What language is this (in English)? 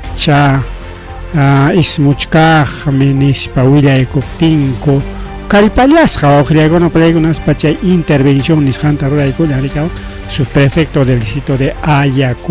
Ayacucho Quechua